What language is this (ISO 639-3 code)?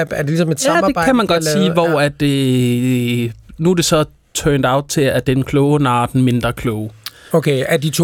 dan